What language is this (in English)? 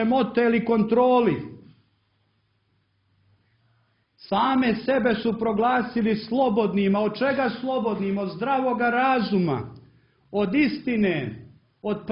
Croatian